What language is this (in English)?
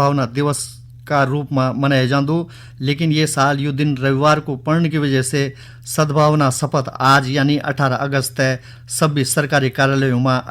Garhwali